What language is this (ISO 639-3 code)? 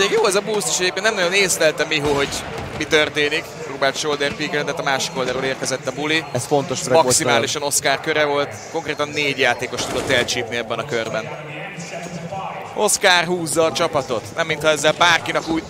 hun